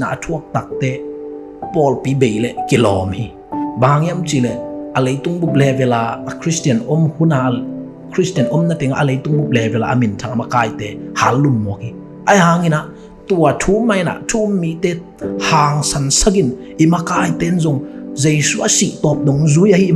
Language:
Tedim Chin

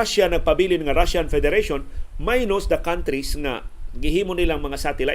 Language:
Cebuano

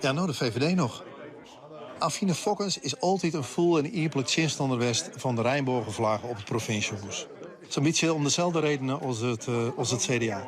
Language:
Western Frisian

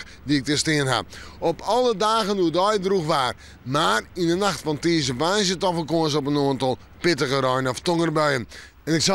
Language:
Western Frisian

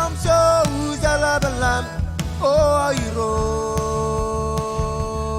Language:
Marshallese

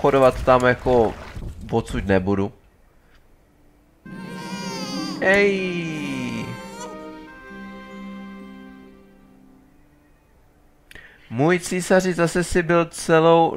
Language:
Czech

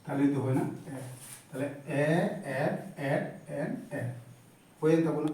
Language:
Santali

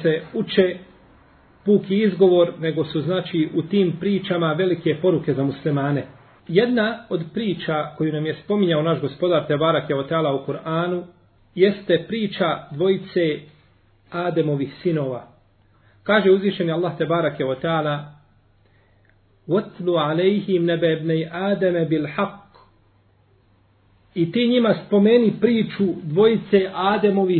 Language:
Bosnian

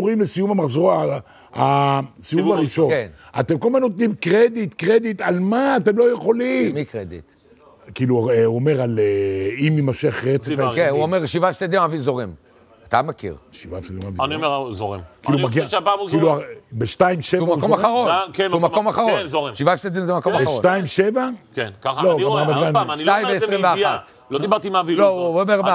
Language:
Hebrew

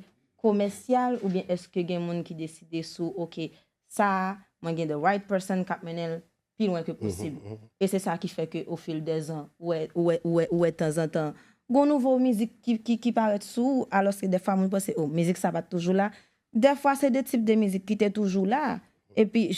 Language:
Haitian Creole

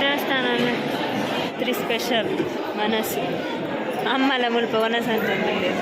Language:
Tulu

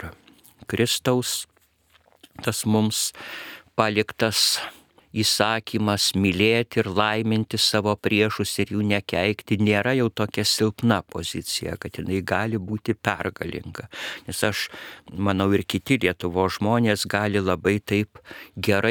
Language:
Lithuanian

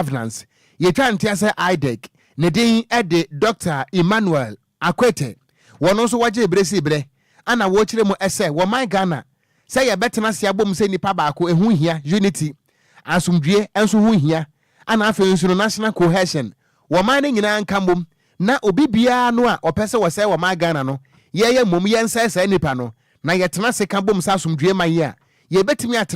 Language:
Akan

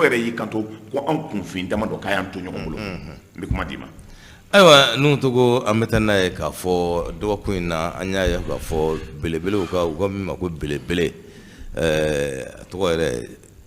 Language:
Bambara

